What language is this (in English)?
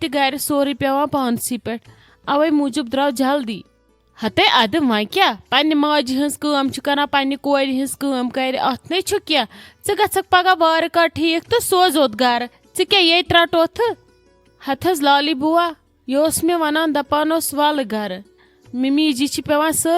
Kashmiri